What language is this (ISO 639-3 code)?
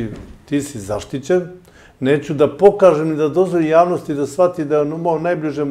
srp